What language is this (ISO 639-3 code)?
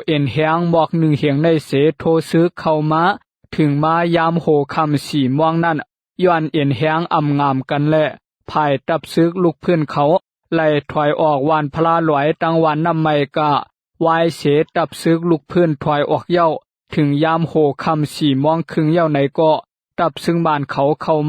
lao